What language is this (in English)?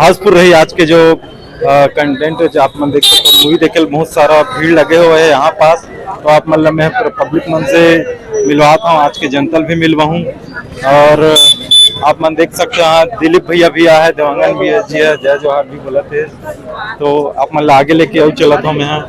Chhattisgarhi